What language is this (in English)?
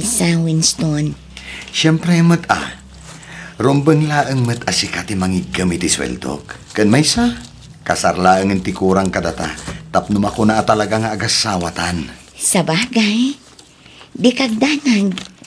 Iloko